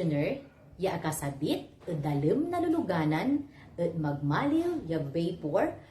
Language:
Pangasinan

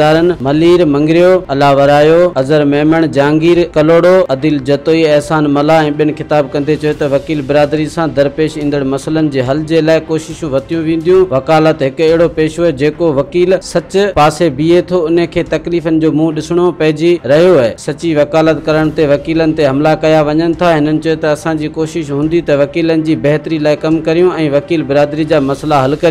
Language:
Sindhi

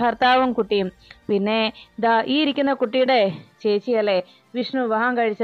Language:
Malayalam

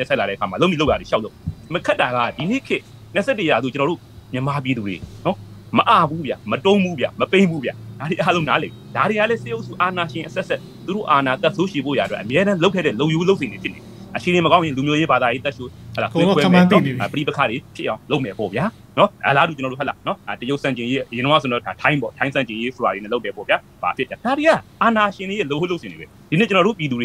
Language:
Burmese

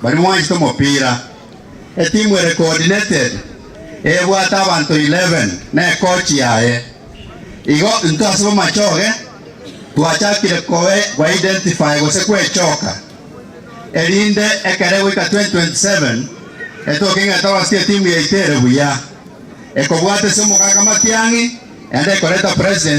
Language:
Gusii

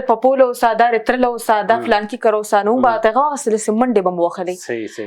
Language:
Pashto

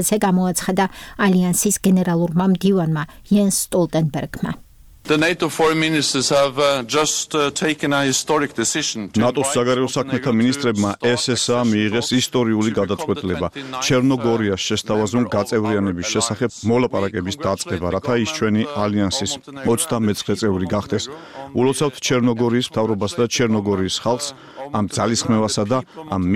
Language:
Georgian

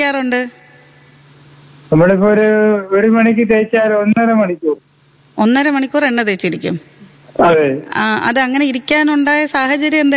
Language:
Malayalam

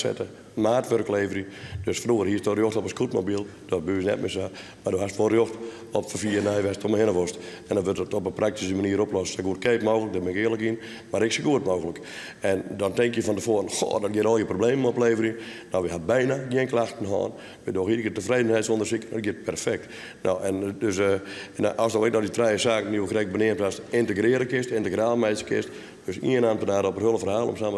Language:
Western Frisian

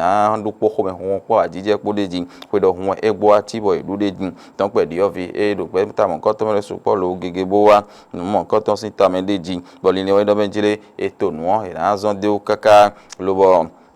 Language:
Fon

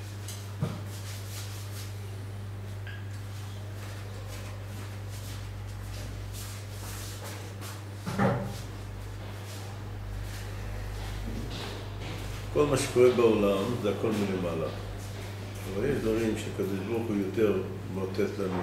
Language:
Hebrew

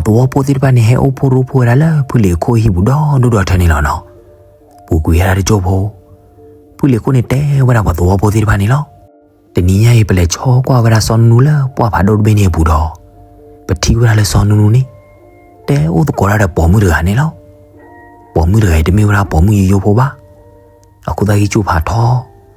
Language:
S'gaw Karen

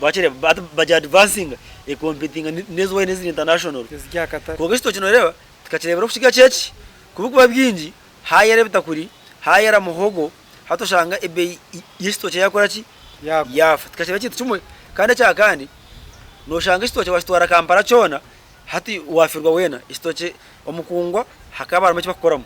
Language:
Nyankole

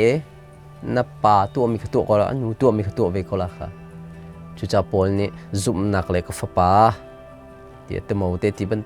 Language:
Hakha Chin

